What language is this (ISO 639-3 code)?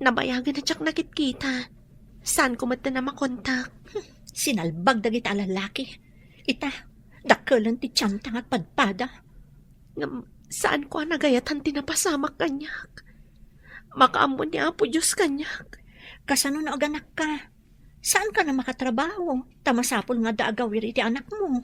ilo